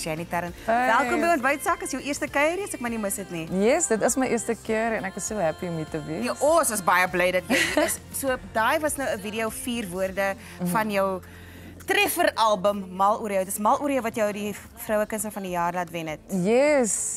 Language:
Afrikaans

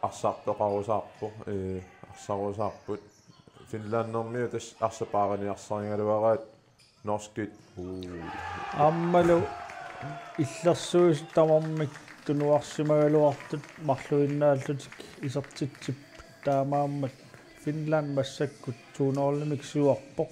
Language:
Kalaallisut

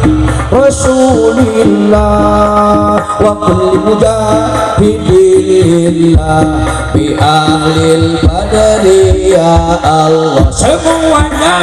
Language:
Sundanese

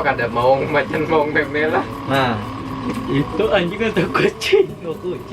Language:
Banjar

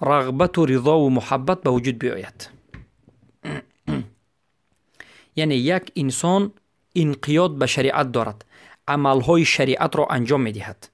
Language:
Persian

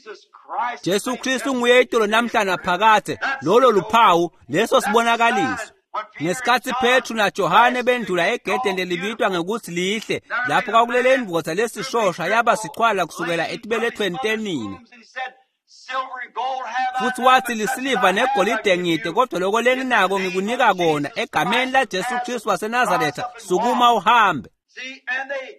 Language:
Swati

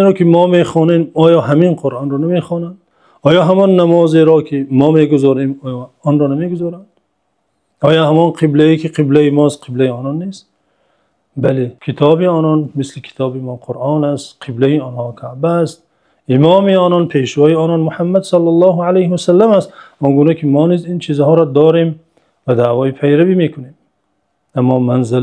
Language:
Tajik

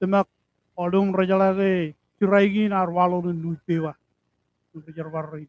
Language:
Marshallese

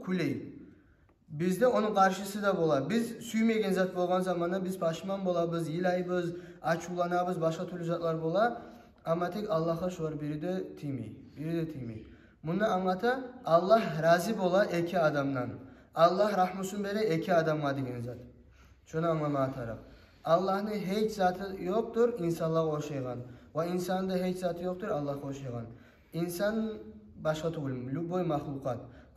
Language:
Kumyk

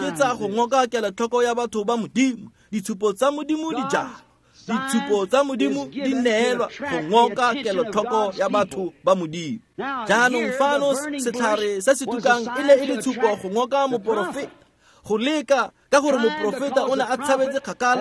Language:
Tswana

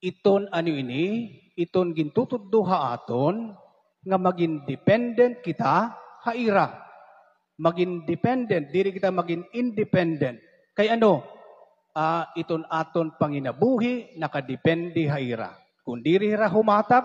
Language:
Waray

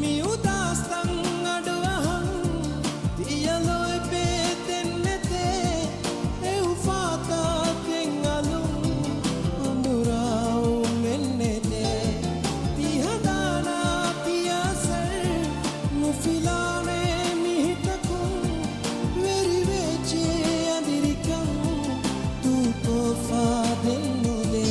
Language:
Divehi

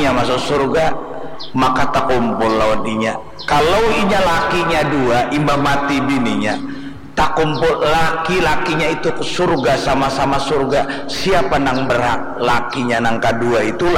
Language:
Banjar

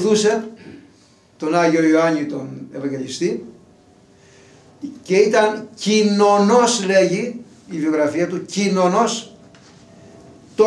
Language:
Greek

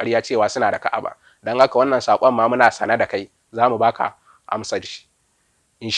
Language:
Hausa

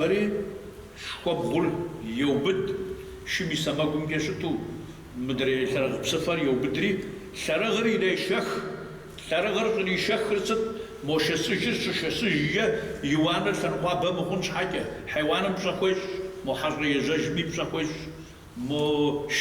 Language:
Kabardian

